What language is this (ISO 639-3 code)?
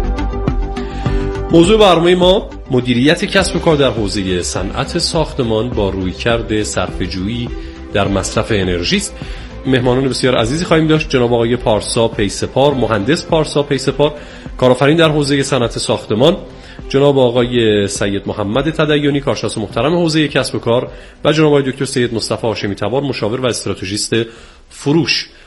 fas